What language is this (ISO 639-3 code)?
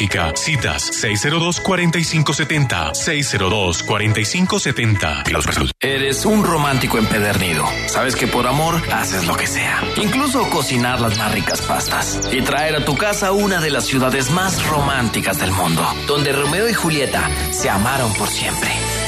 spa